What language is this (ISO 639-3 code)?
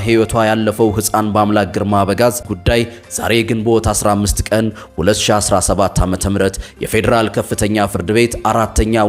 amh